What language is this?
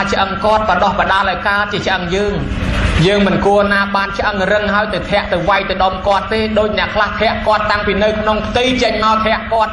Khmer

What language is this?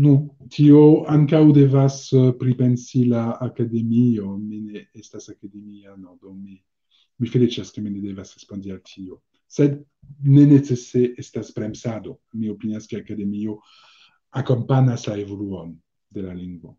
Esperanto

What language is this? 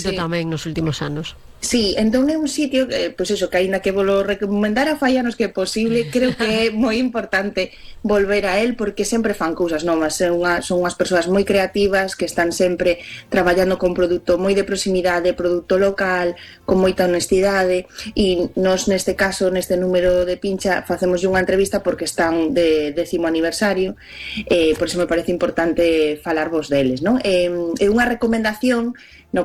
Galician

